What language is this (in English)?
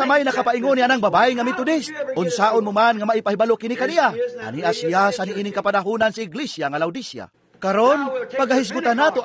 Cebuano